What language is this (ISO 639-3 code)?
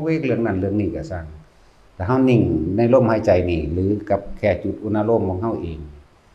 lao